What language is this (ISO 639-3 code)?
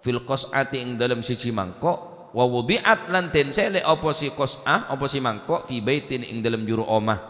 mad